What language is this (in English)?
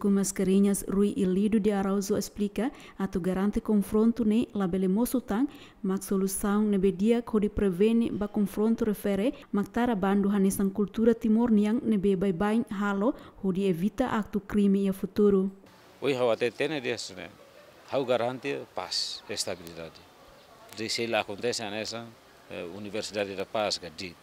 Tetum